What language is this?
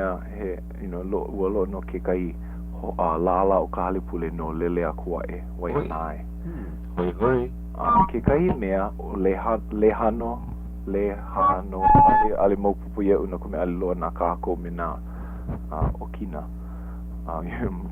Hawaiian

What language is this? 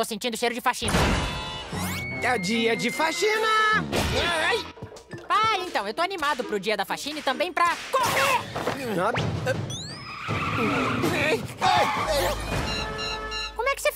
Portuguese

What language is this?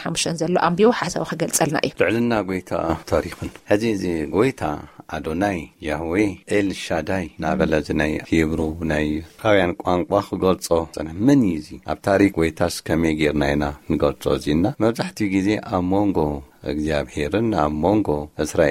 Tigrinya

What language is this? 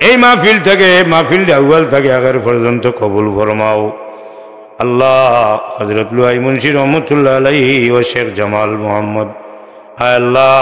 Sylheti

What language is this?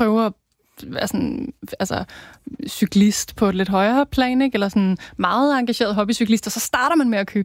Danish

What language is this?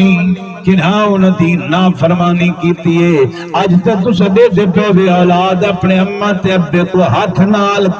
Saraiki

